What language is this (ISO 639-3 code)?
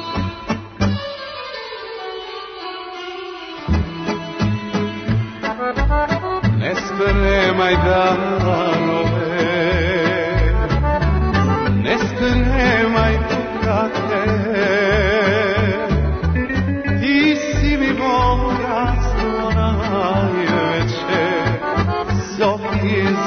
srp